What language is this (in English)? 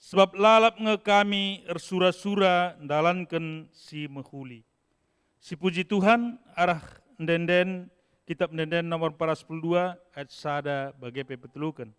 Batak Karo